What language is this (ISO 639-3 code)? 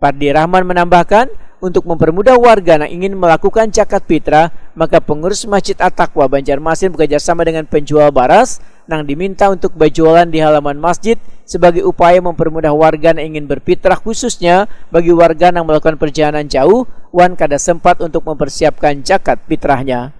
bjn